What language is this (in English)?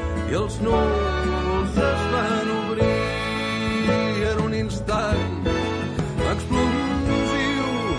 Catalan